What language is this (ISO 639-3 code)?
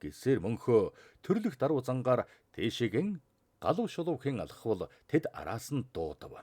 mon